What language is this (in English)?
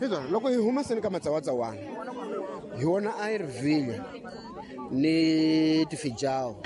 Tsonga